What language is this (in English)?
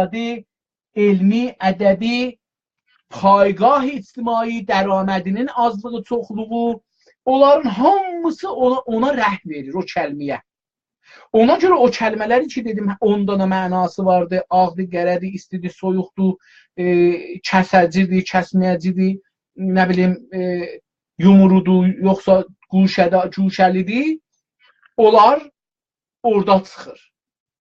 South Azerbaijani